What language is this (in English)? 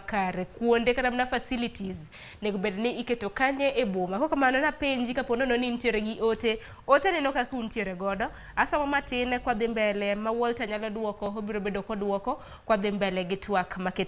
Luo (Kenya and Tanzania)